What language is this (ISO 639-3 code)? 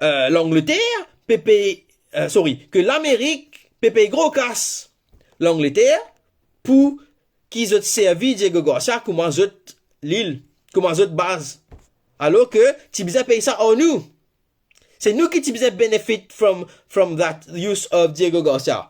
mfe